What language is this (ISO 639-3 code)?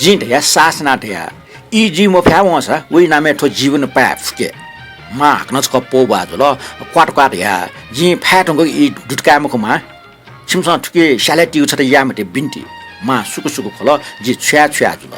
new